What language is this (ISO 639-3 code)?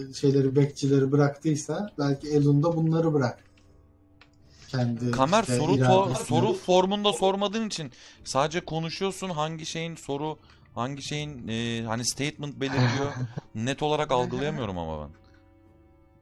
tur